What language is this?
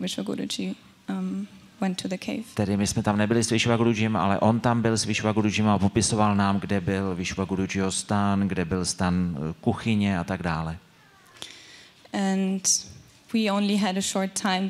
Czech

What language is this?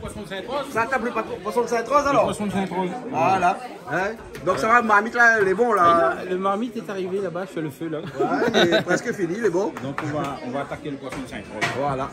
Réunion Creole French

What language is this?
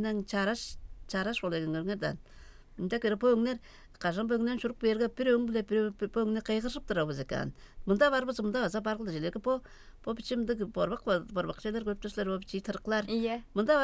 Tuvinian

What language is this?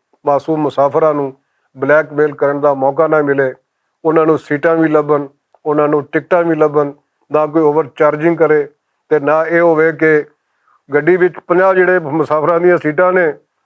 Western Panjabi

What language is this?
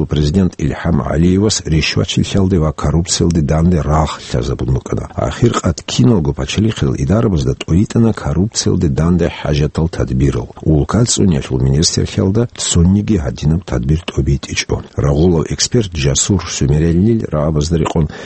Avaric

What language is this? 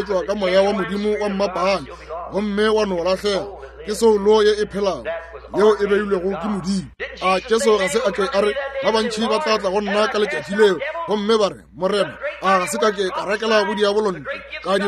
Northern Sotho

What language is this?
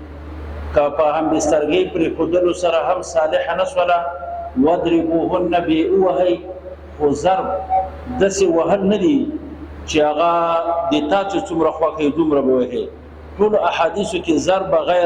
Pashto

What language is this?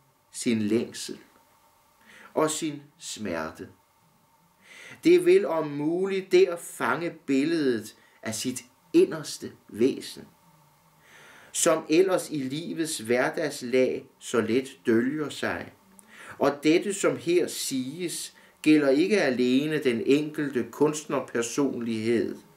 Danish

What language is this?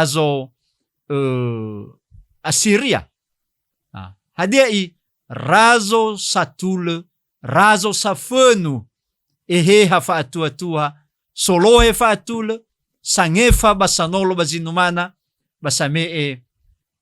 Nias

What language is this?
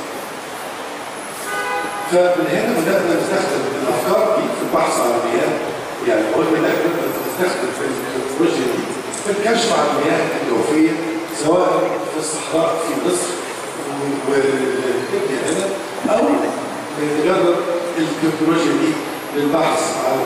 Egyptian Arabic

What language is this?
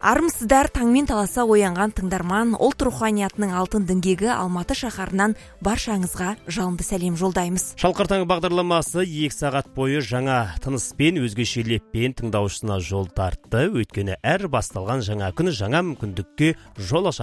Kazakh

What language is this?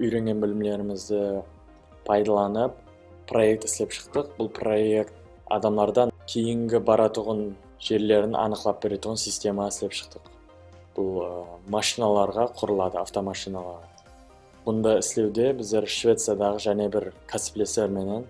Kara-Kalpak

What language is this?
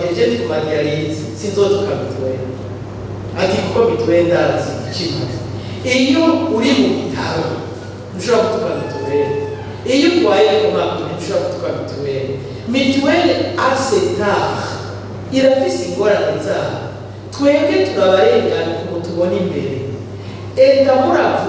Rundi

